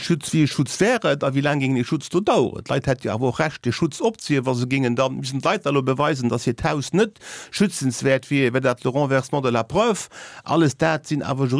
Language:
Luxembourgish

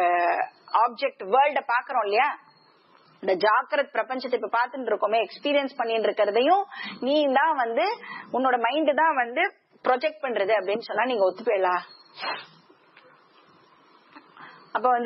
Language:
Tamil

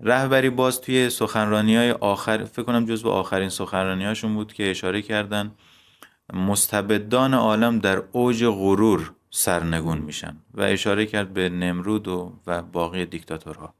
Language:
Persian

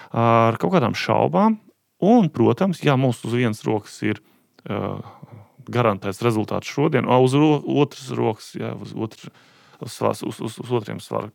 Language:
Latvian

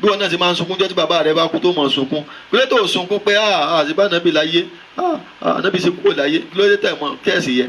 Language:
Yoruba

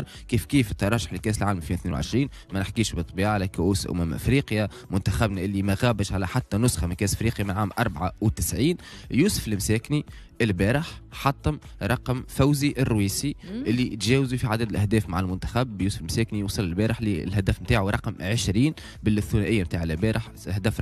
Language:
Tunisian Arabic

